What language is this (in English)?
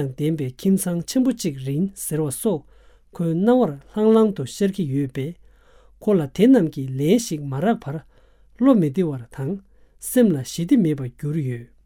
Tibetan